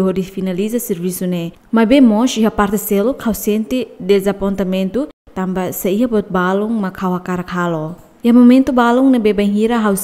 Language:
Tetum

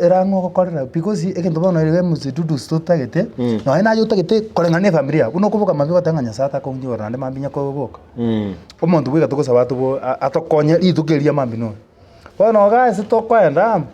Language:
Gusii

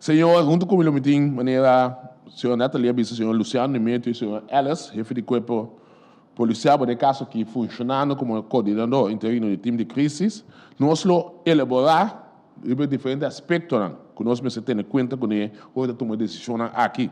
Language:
Papiamento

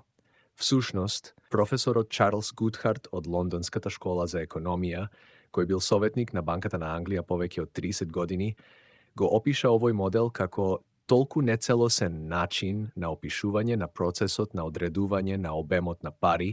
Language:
Macedonian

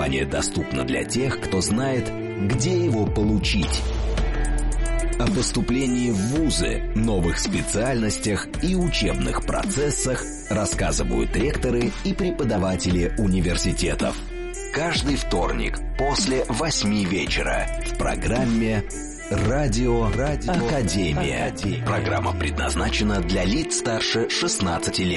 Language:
Russian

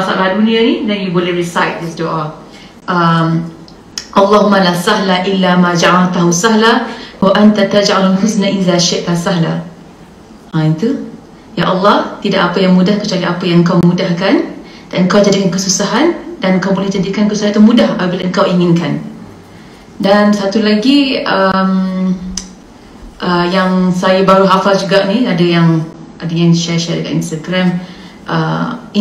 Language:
Malay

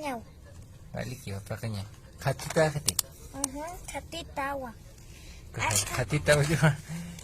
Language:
Aymara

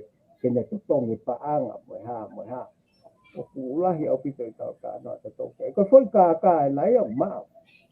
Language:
Tongan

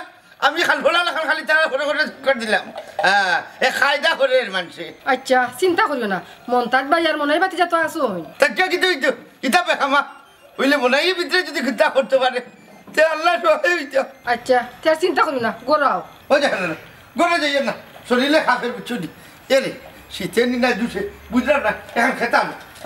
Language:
Sylheti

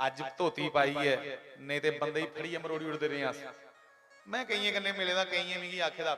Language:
Dogri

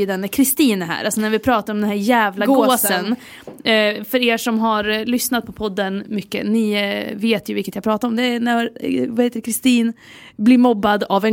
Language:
Swedish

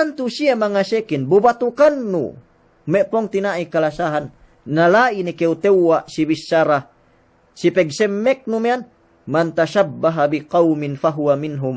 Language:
Yakan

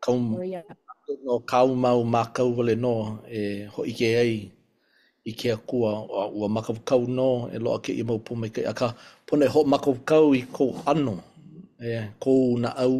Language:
Hawaiian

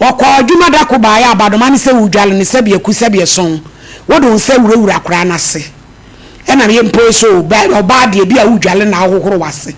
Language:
Akan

